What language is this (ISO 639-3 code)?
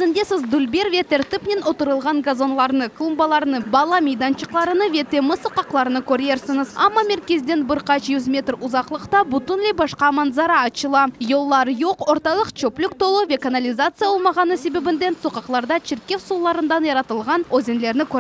crh